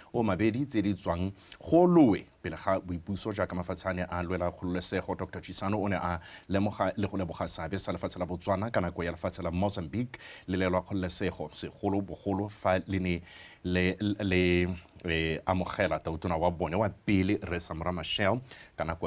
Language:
Tswana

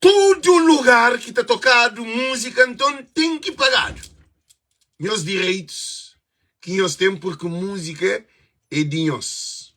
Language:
Kabuverdianu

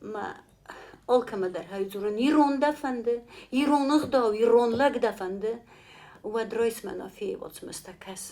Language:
Ossetic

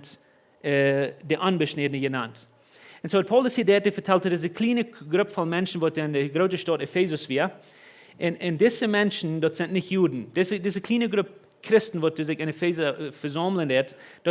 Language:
Plautdietsch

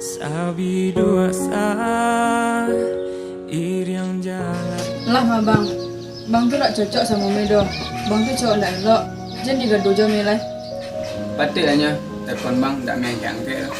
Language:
Minangkabau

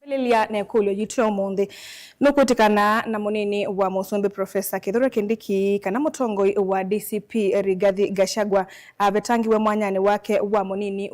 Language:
Kamba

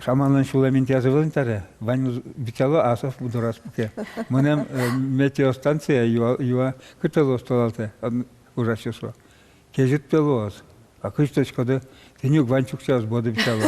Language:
Udmurt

